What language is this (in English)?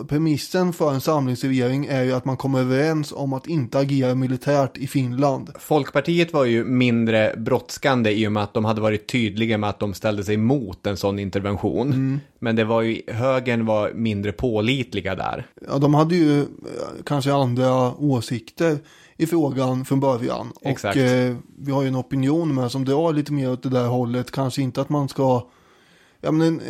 Swedish